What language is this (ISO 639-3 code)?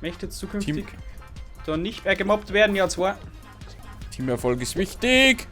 bar